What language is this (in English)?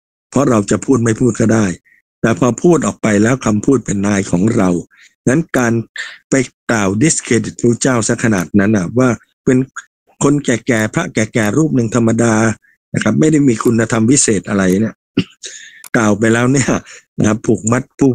Thai